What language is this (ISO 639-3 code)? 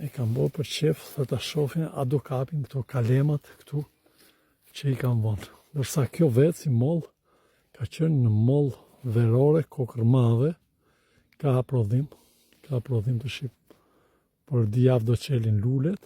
sqi